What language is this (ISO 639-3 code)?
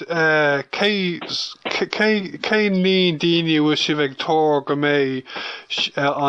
gle